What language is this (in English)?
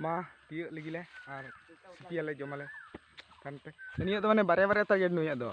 Santali